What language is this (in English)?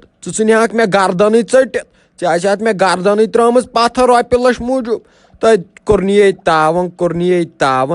Kashmiri